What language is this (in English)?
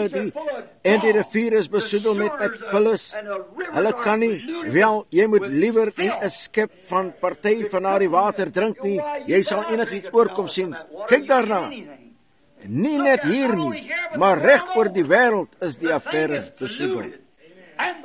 Afrikaans